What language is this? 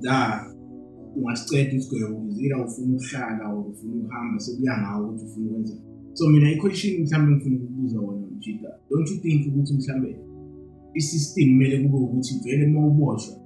Zulu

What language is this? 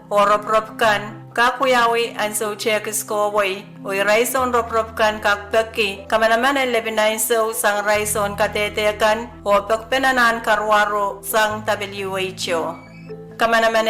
Pohnpeian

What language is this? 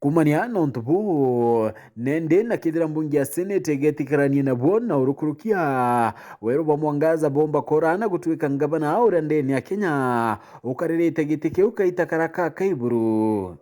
Meru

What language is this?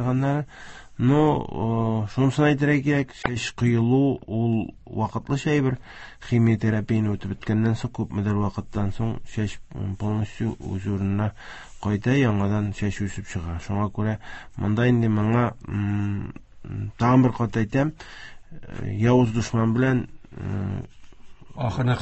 Tatar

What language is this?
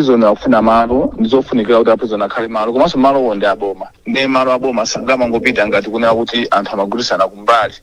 Nyanja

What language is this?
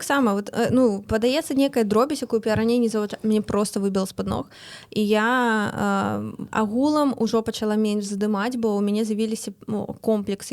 Belarusian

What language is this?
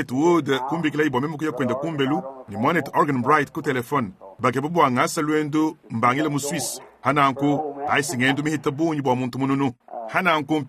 Luba-Lulua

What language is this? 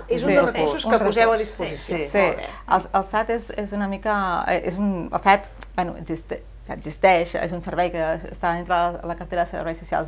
Catalan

